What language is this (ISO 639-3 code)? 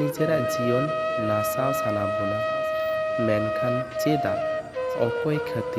sat